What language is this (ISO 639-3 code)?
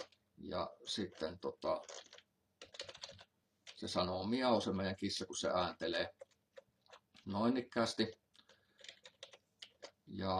fin